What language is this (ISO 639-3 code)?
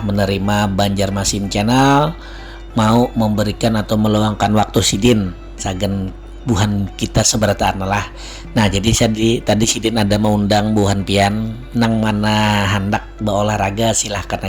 bjn